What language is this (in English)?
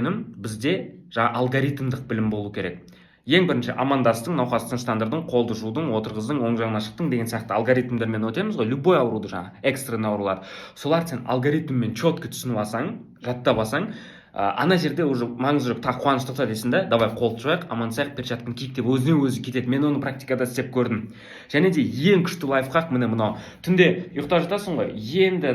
Kazakh